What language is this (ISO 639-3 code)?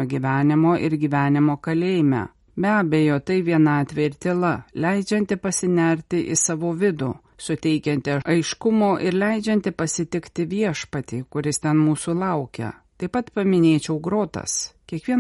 lit